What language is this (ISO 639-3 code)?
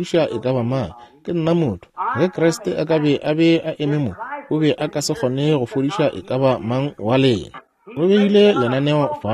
nso